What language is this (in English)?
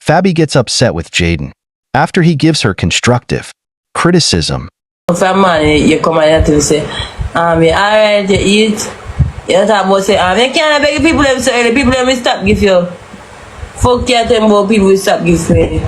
Jamaican Creole English